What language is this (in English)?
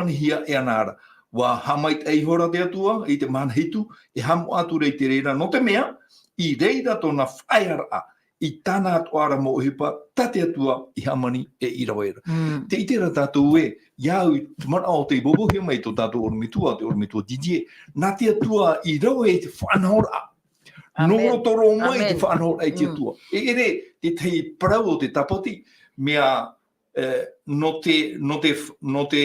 Tahitian